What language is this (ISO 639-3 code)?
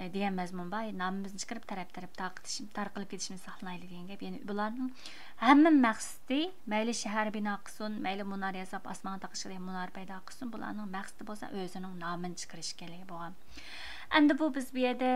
uig